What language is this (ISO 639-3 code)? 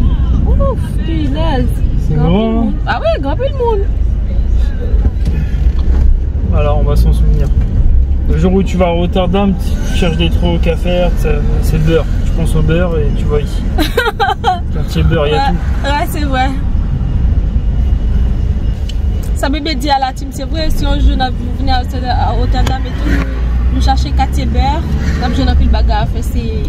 fra